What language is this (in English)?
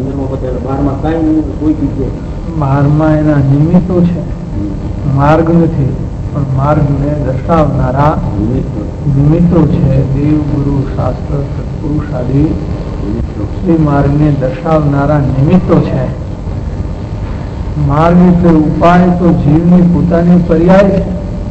Gujarati